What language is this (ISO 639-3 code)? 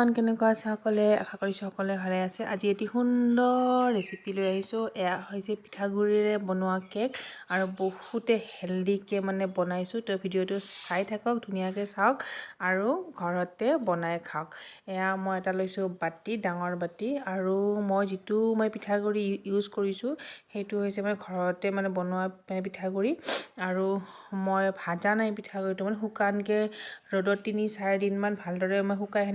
asm